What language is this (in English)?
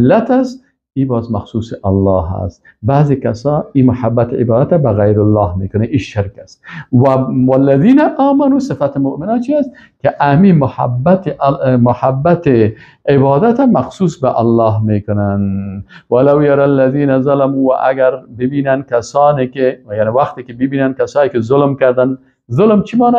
Persian